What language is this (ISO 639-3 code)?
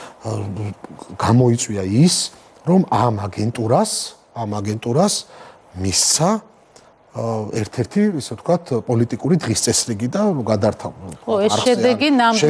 kat